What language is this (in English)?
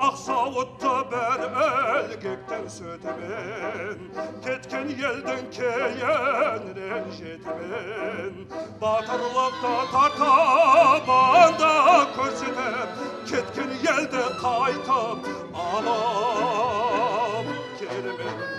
Kara-Kalpak